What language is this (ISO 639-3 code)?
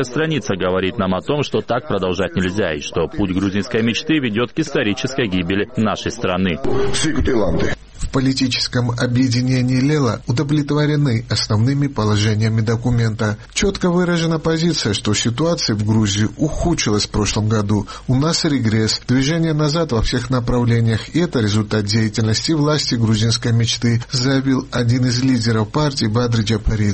rus